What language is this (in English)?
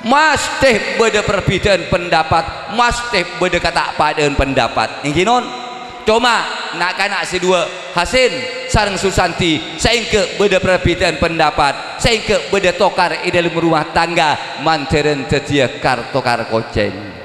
Madurese